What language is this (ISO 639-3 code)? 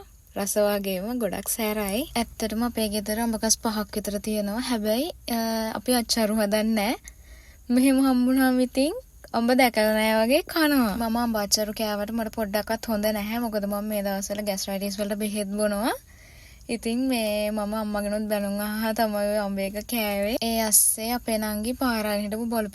sin